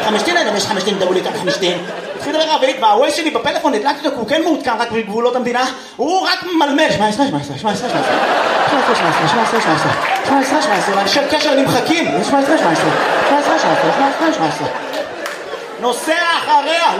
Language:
Hebrew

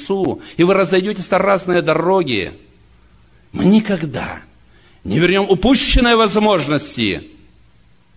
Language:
Russian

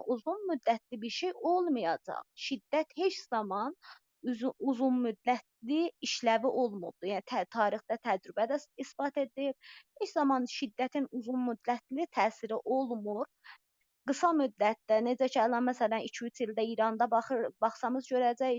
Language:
South Azerbaijani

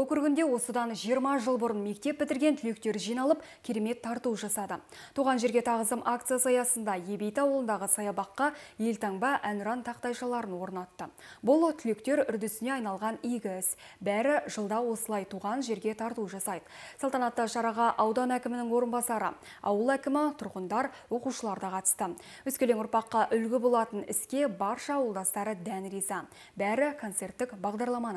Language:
Kazakh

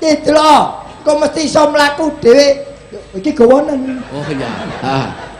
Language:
Javanese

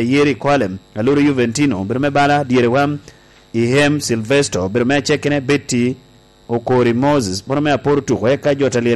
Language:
Lango (Uganda)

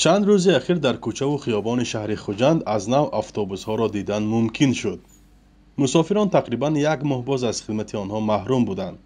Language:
Tajik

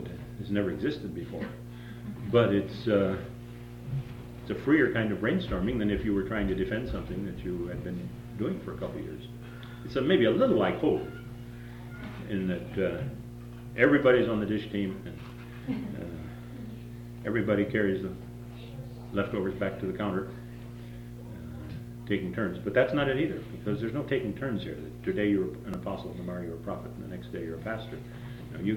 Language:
English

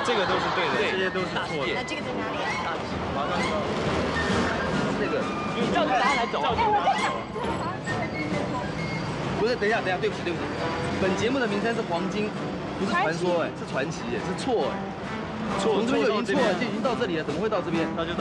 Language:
Chinese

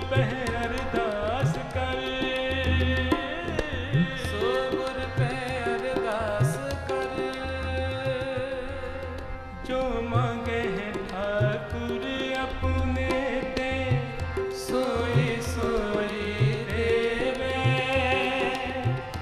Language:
Punjabi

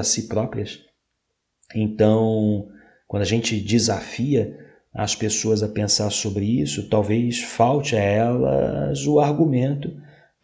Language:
Portuguese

